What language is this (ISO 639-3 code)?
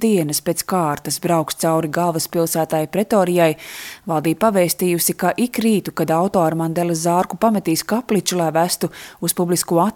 lav